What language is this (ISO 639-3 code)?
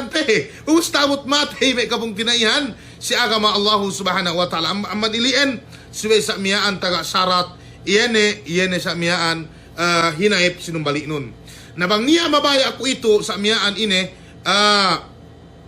yka